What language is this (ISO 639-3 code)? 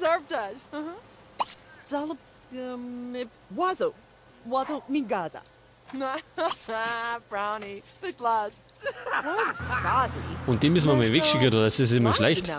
bar